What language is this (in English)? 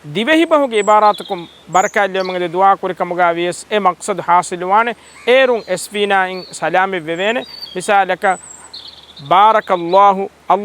Divehi